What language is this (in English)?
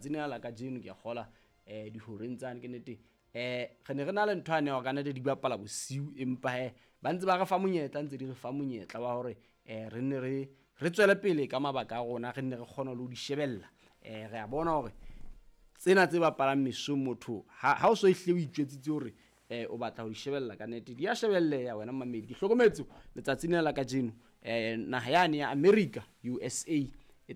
Southern Sotho